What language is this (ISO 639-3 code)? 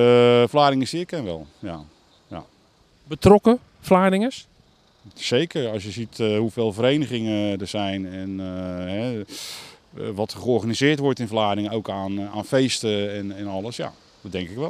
nld